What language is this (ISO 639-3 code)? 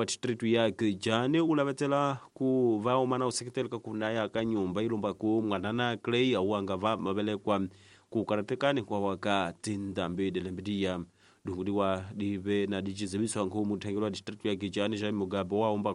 tso